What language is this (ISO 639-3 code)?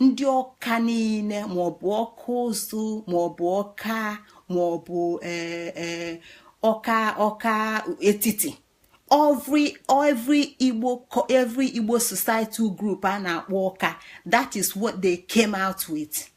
ibo